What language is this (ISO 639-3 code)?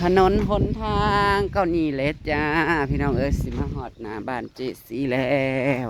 tts